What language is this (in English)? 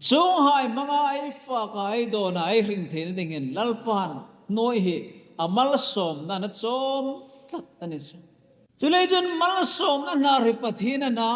Hmar